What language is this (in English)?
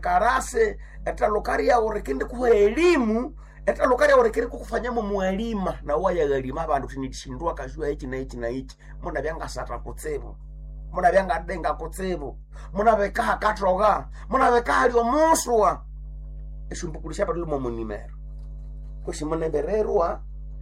Nande